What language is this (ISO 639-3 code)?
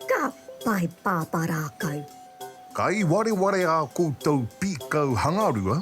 mri